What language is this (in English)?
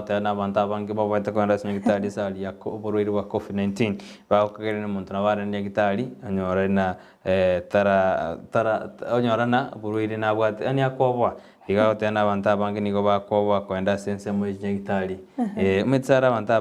Gusii